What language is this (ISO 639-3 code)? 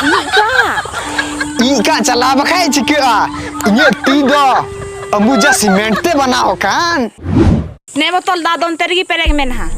sat